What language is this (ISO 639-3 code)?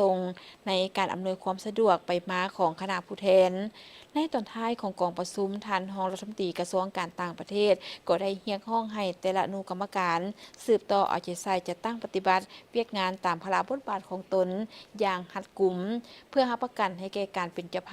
lao